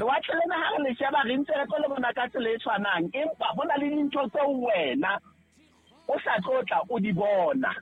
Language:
Southern Sotho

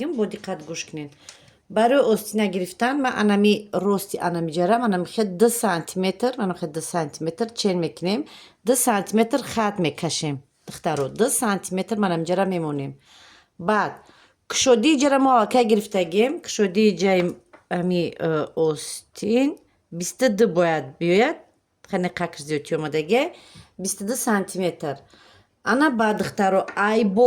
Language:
Tajik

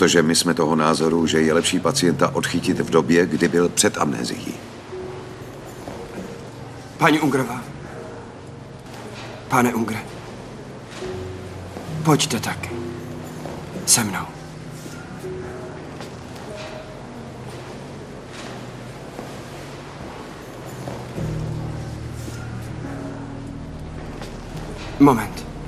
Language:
Czech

